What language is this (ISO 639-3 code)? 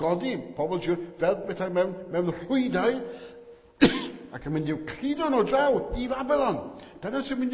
cym